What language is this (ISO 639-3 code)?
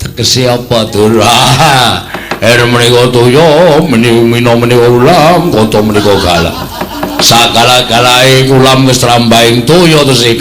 jav